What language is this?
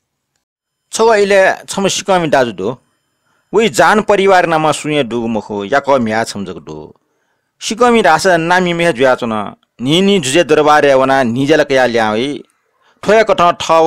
Newari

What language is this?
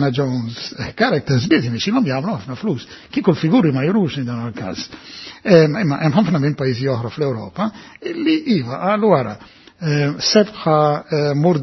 Maltese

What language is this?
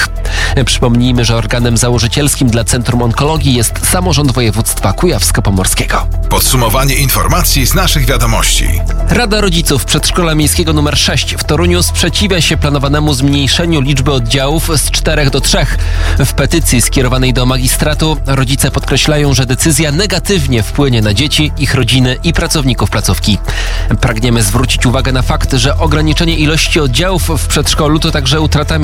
Polish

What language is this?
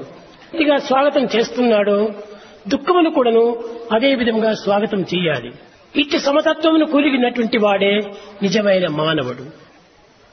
Telugu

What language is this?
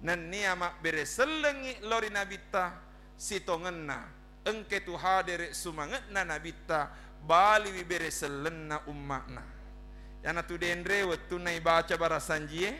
Buginese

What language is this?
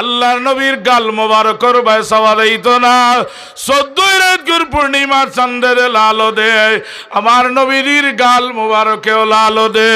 Sylheti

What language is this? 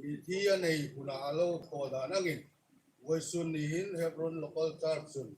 Hmar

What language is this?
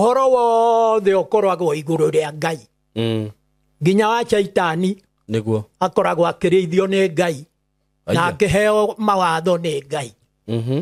Kikuyu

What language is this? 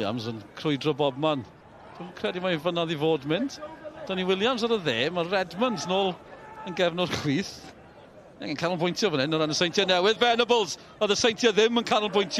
Welsh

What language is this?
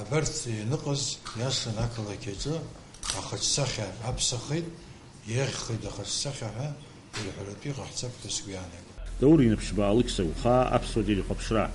Abkhazian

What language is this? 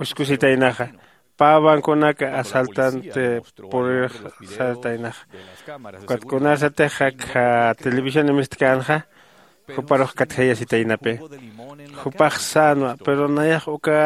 Aymara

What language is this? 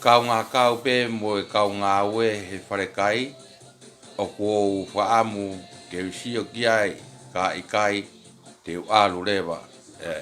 Tongan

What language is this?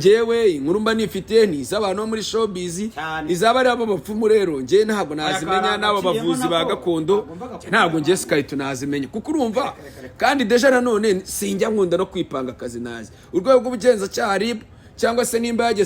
Kinyarwanda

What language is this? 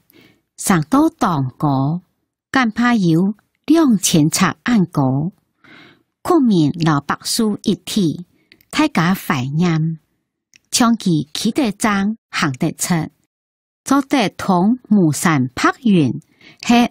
Hakka Chinese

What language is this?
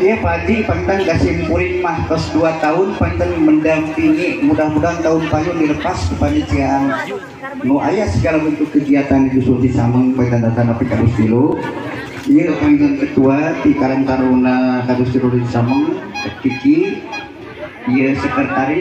Sundanese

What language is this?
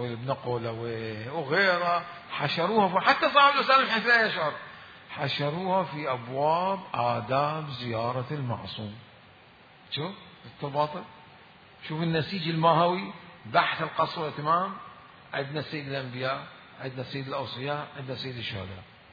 Mesopotamian Arabic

